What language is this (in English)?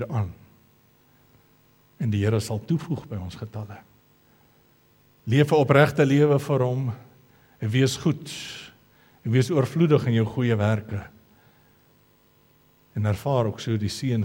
Afrikaans